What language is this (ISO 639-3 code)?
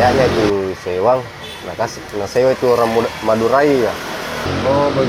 mfp